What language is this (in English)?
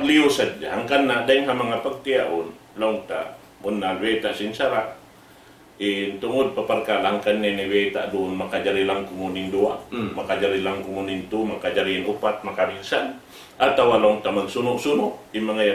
Tausug